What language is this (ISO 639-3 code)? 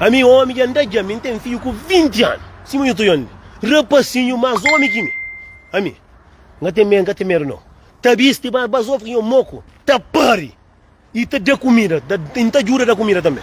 kea